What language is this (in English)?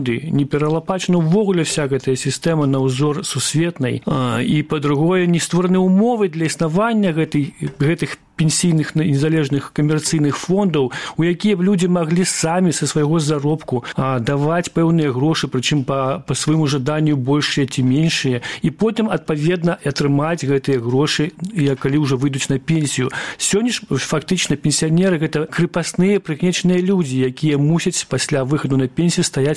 Belarusian